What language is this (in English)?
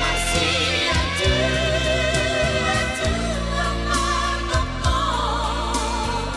Batak Toba